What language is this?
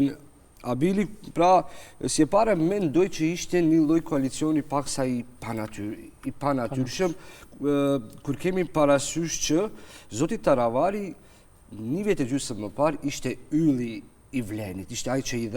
Albanian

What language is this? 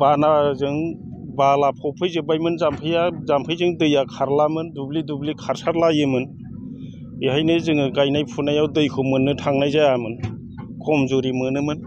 Bodo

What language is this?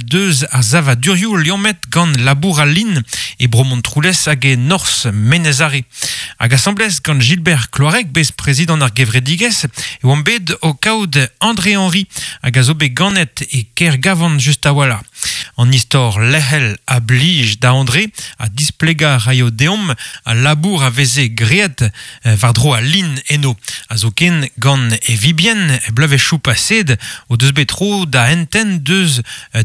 Breton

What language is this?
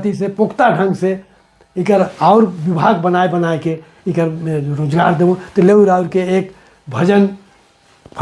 Sadri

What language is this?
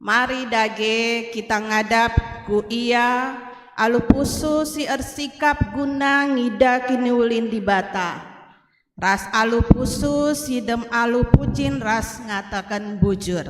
Batak Karo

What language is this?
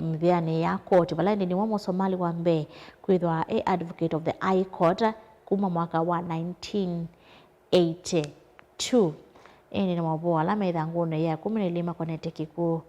Kamba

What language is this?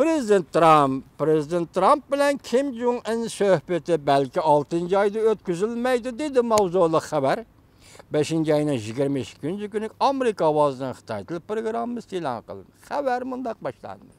Uyghur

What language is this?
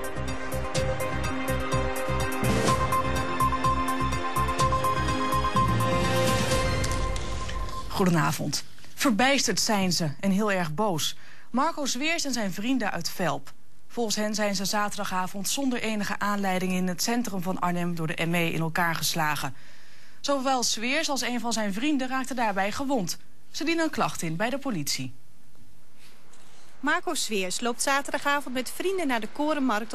Dutch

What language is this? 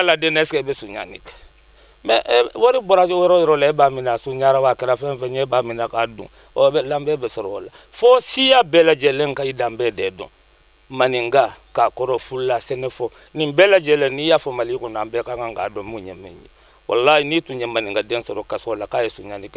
Bambara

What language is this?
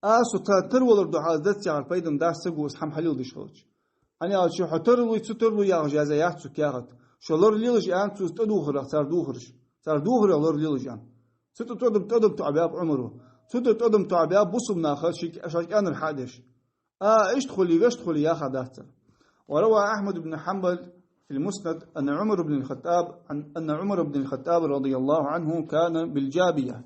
Ingush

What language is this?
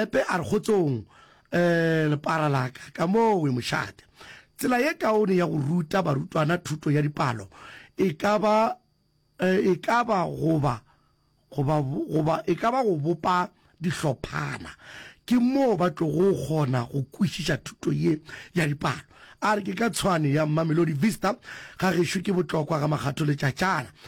Northern Sotho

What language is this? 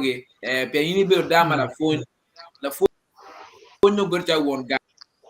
Acoli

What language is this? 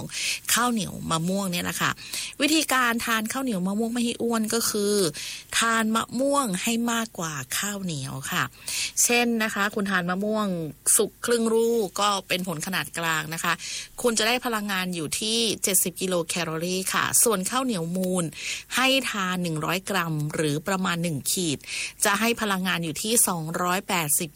Thai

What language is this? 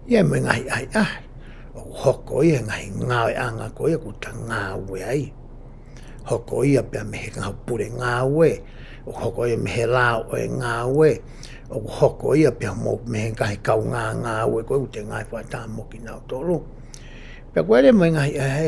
Tongan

